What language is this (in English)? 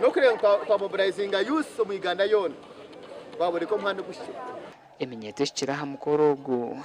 Nyankole